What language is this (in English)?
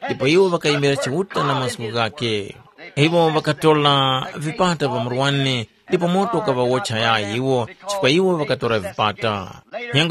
Tumbuka